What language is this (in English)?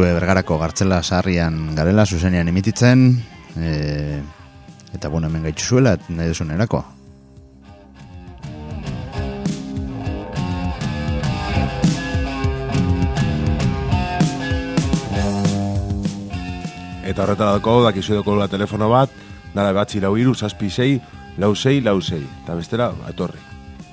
Basque